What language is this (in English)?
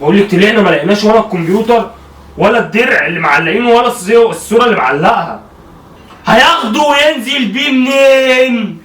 Egyptian Arabic